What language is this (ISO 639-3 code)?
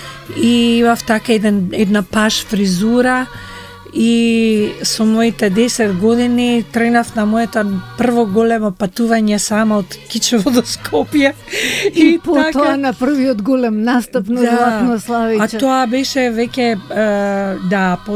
mkd